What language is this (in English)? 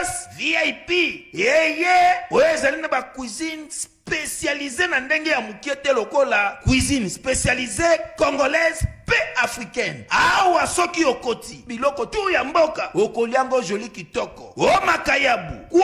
Lingala